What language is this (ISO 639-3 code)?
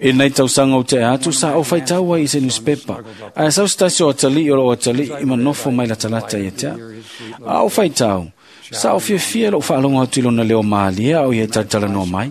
smo